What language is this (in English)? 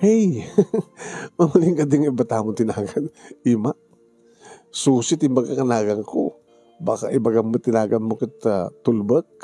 Iloko